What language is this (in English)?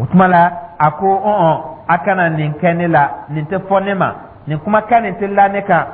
Dyula